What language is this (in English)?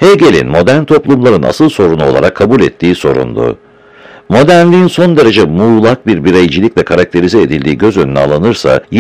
Turkish